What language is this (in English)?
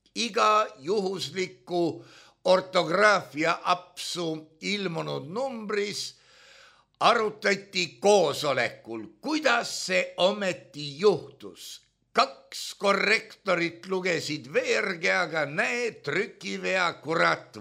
Estonian